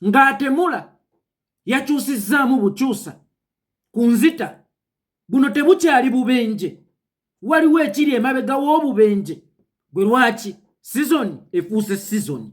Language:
Ganda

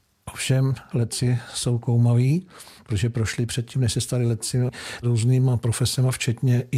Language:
Czech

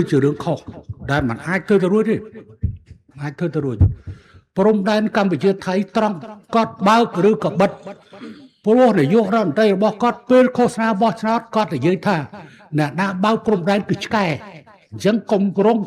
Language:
Khmer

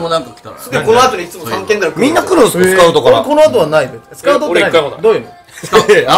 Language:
Japanese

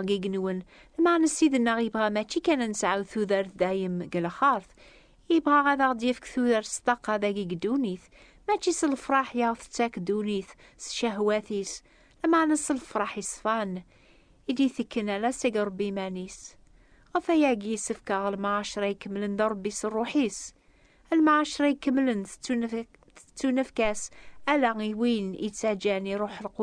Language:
Kabyle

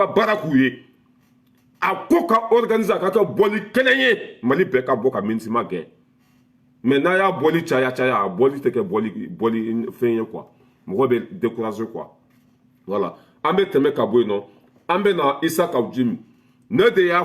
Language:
Bambara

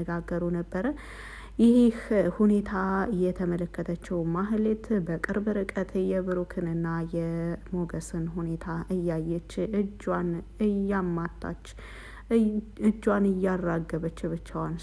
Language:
Amharic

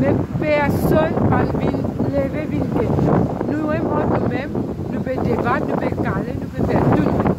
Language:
Morisyen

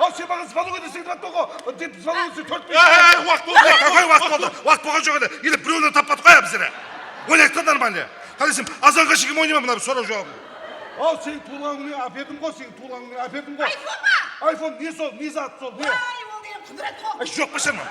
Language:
Kara-Kalpak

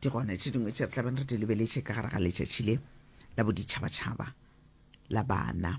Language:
Northern Sotho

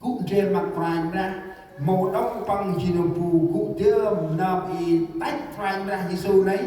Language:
Central Mnong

